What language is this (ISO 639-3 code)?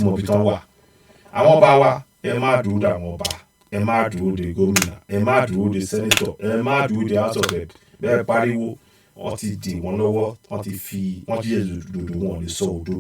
yor